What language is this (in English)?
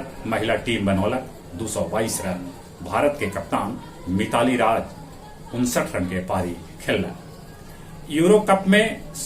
Magahi